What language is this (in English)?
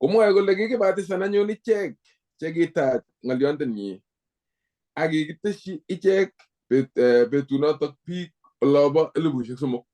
Kalenjin